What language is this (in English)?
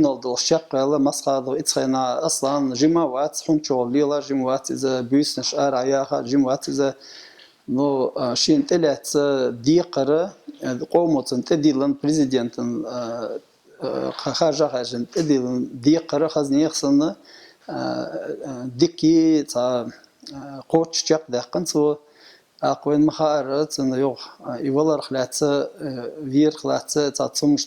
Chechen